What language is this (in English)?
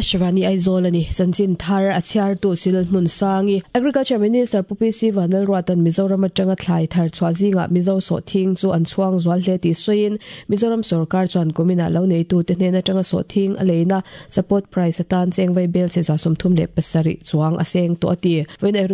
Mizo